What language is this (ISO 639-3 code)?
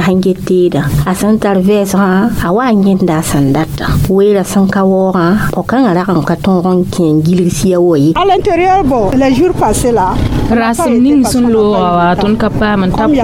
mos